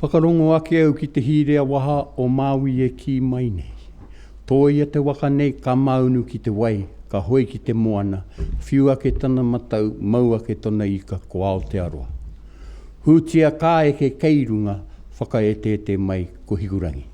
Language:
Māori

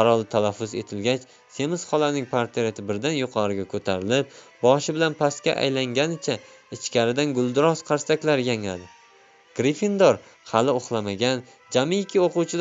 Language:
Uzbek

